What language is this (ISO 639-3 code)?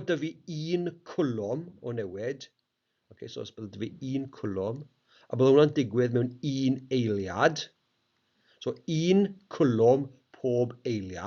cym